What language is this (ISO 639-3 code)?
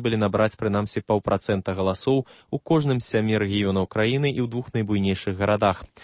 bel